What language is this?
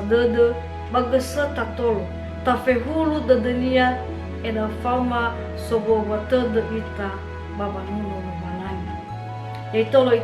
Nias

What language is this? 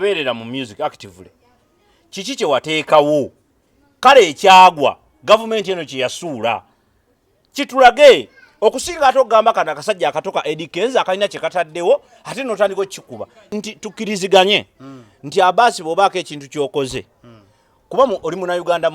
Ganda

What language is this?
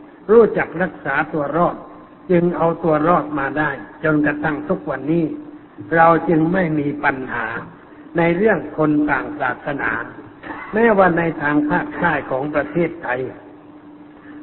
Thai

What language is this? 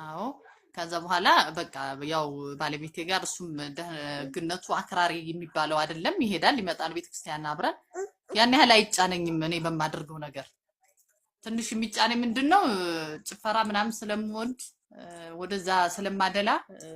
Amharic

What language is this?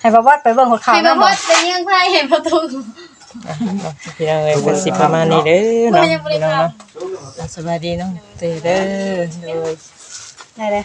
Northeastern Thai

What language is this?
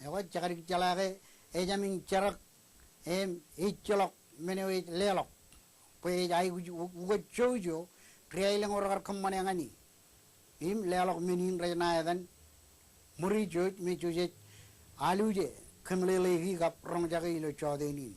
Marshallese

